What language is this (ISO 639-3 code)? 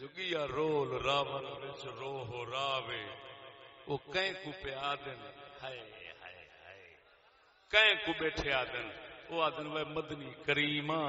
skr